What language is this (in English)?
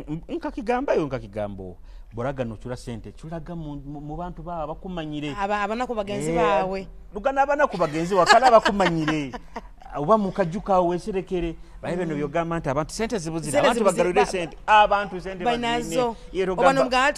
Nyoro